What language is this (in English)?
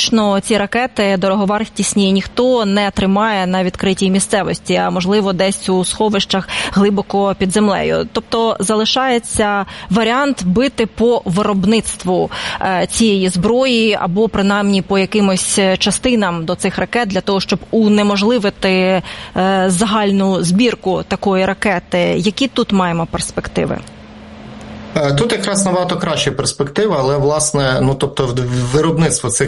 Ukrainian